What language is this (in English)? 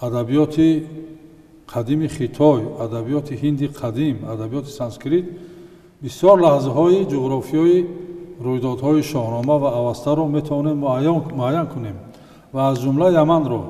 Tajik